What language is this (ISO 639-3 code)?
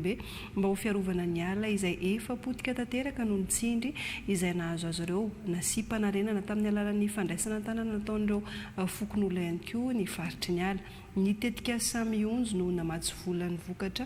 mlg